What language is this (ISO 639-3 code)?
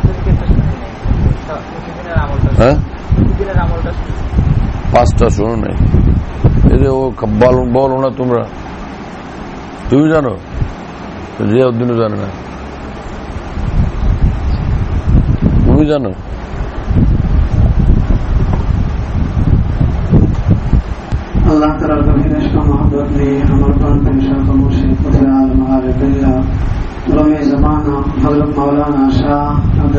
ben